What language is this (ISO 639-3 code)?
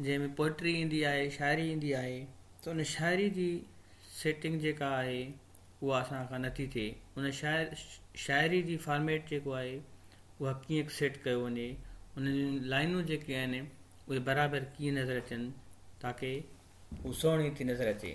snd